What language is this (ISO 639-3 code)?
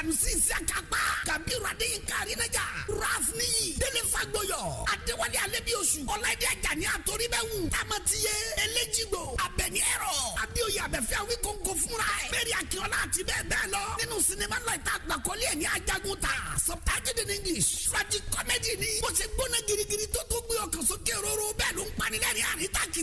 yor